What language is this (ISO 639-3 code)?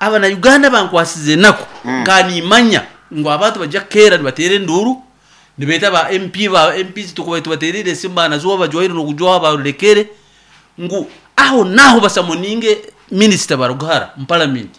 nyn